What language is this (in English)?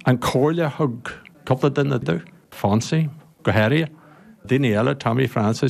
Irish